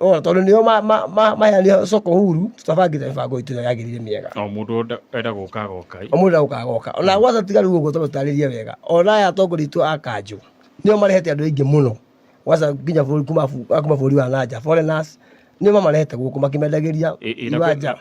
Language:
Kikuyu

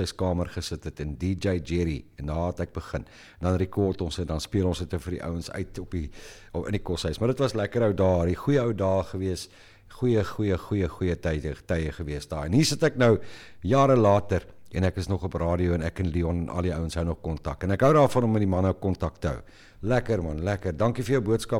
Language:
Afrikaans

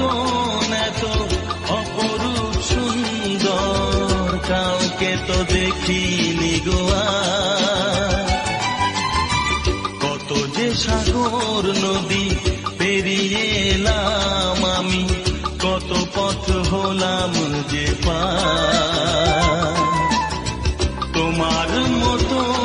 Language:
Bangla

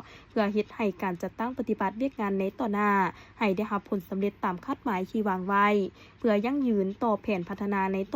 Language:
Lao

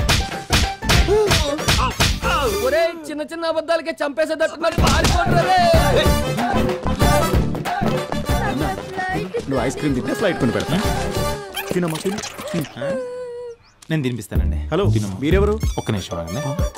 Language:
Telugu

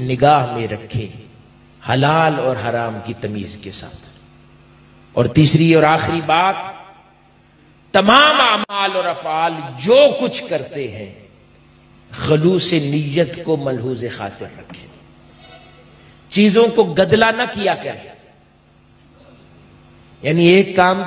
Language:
Urdu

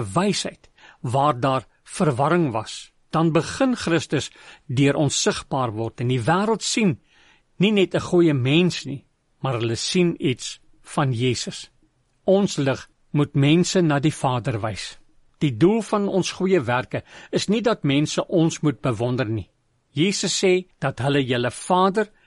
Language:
Afrikaans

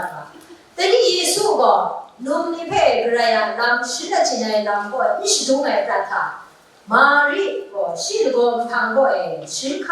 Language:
Kachin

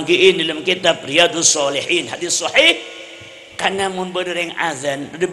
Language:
Madurese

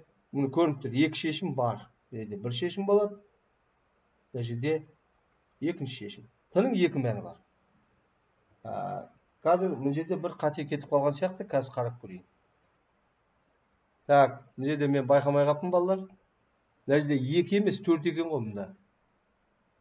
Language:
Kazakh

